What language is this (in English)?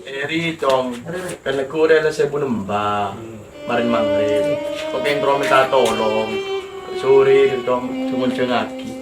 Madurese